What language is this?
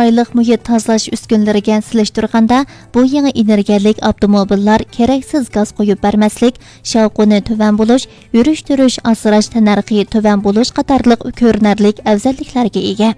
Uyghur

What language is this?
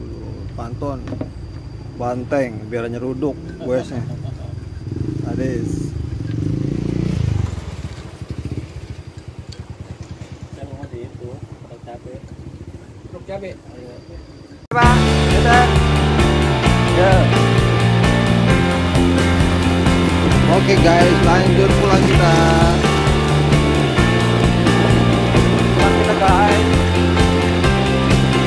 Indonesian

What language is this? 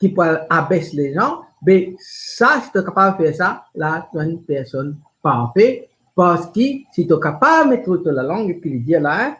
Morisyen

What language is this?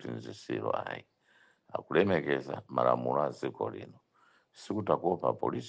Nyanja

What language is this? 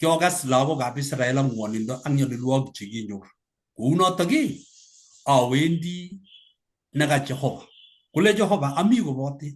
Kalenjin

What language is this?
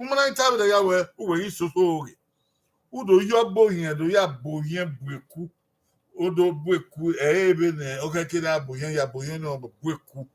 Bini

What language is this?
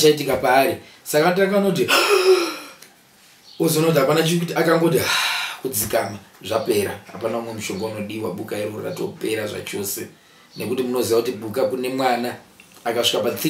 Shona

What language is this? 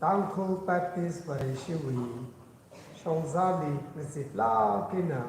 Tangkhul Naga (India)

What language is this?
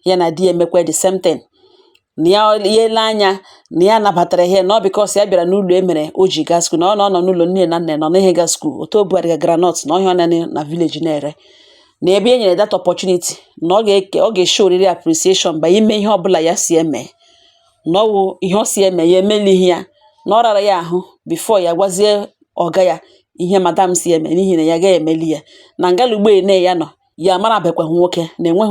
Igbo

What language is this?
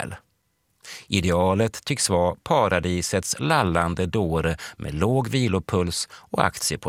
Swedish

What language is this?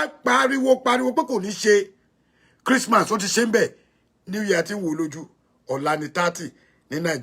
Yoruba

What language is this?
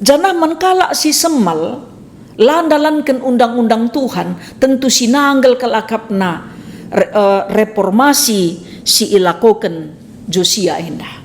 Batak Karo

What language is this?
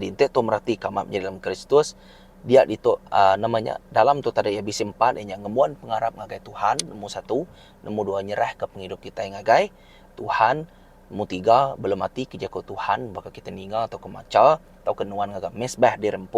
Iban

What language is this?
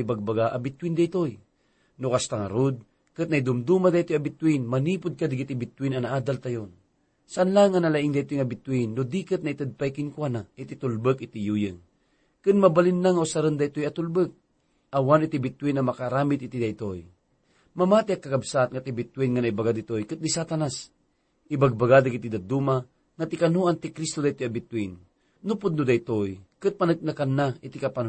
Iloko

